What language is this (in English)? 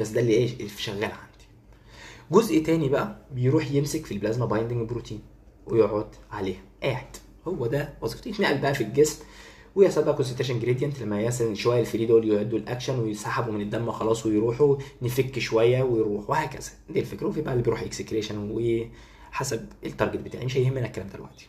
Egyptian Arabic